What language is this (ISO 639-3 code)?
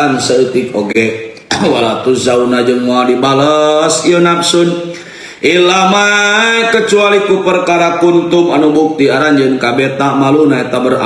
sun